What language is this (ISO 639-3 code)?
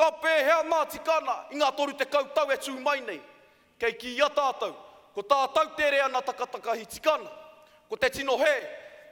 mri